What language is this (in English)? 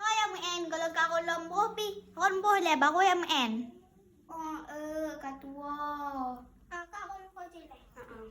Achinese